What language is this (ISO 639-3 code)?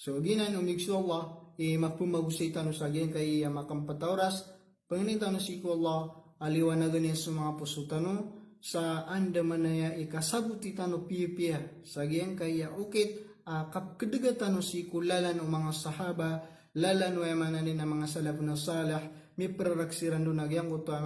mrw